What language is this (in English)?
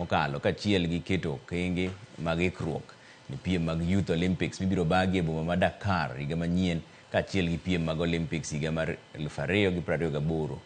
Luo (Kenya and Tanzania)